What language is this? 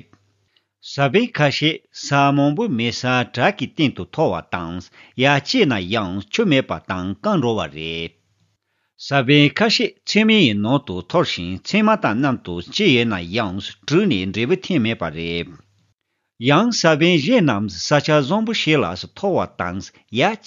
Tibetan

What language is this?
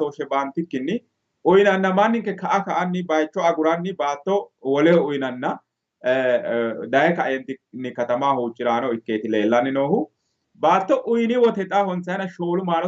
Sidamo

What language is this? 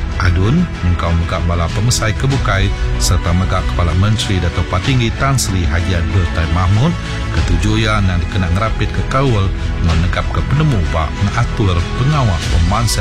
Iban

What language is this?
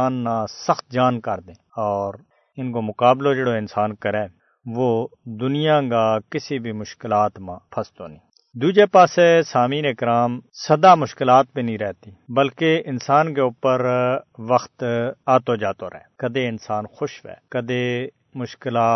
Gujari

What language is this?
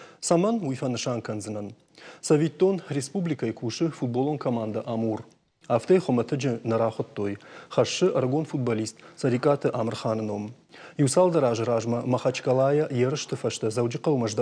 Ossetic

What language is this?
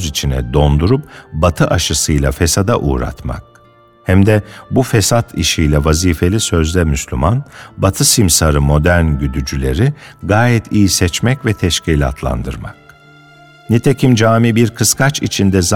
Turkish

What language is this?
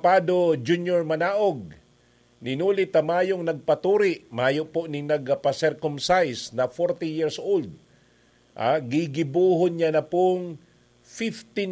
Bikol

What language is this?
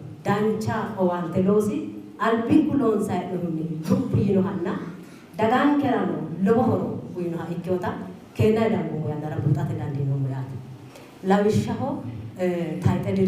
Sidamo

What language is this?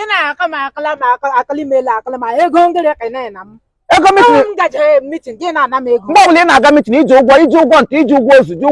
Igbo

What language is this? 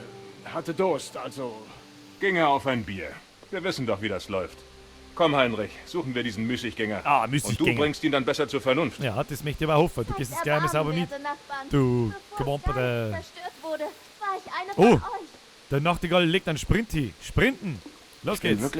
Bavarian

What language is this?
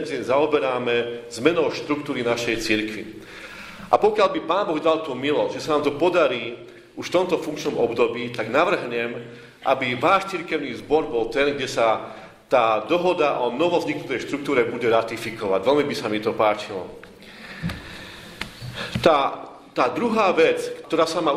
Slovak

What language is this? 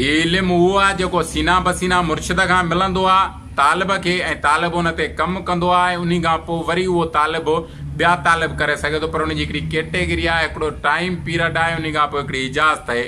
Sindhi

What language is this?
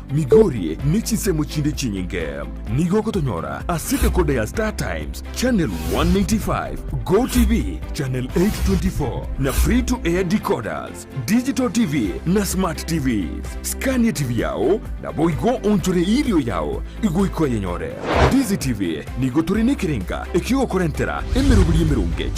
Gusii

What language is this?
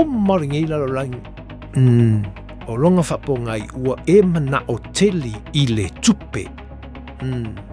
Samoan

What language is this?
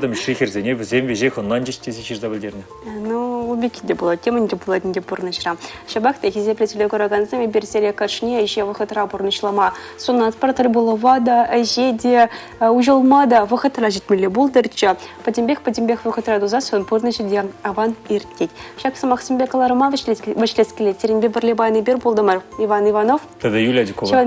Chuvash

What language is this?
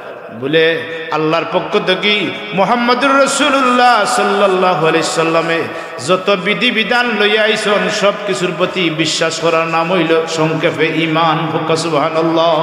Sylheti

